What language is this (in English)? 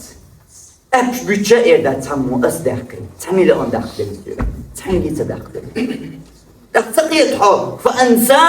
Chechen